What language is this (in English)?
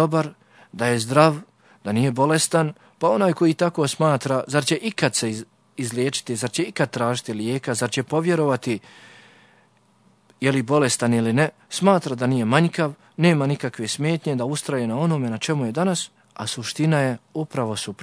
Bosnian